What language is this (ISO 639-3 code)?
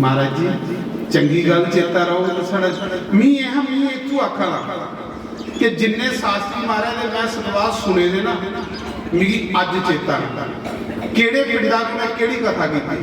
doi